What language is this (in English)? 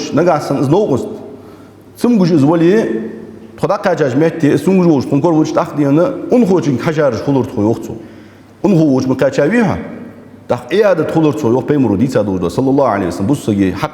Ingush